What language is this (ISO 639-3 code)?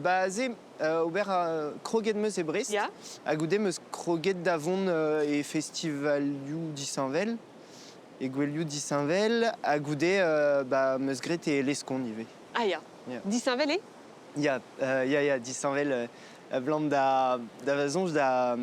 bre